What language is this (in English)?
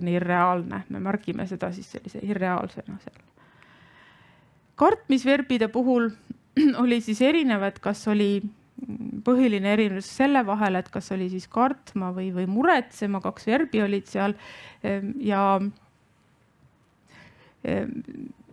Estonian